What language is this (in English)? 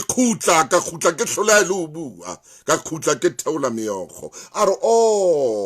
Southern Sotho